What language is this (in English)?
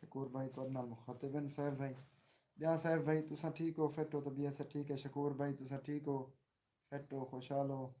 Saraiki